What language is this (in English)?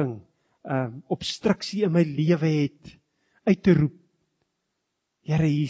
Afrikaans